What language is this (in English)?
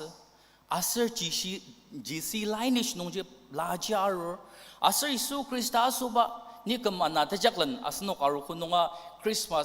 Ao Naga